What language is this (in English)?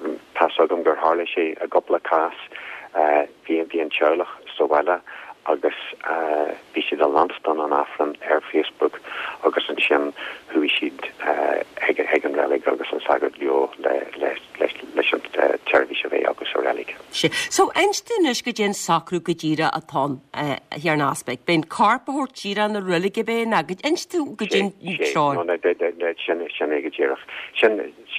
Irish